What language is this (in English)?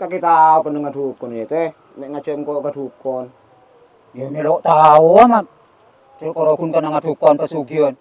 Madurese